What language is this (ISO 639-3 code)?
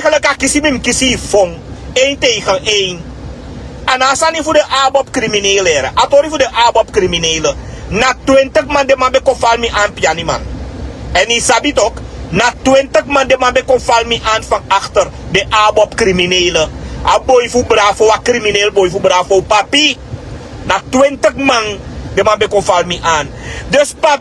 srn